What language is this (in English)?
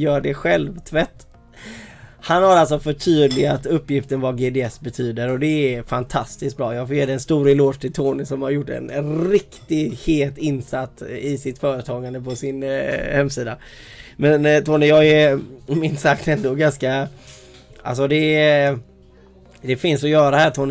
Swedish